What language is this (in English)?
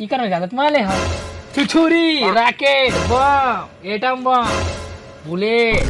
Chhattisgarhi